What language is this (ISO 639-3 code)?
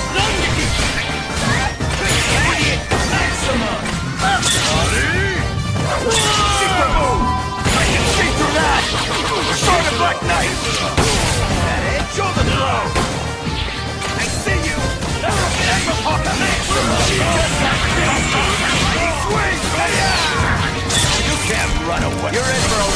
eng